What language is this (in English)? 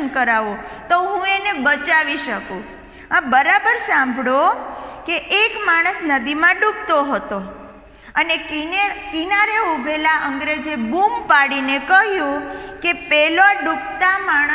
Gujarati